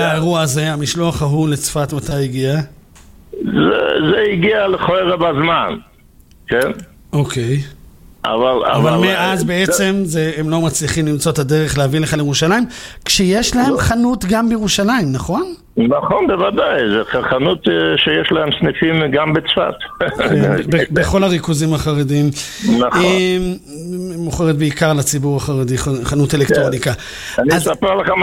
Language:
Hebrew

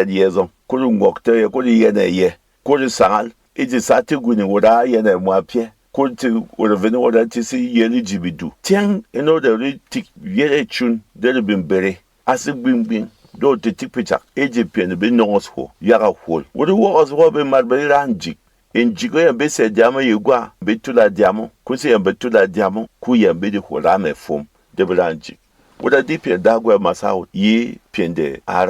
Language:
Berom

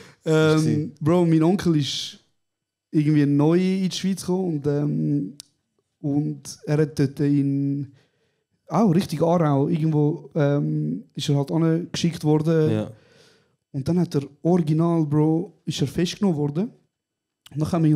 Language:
Swiss German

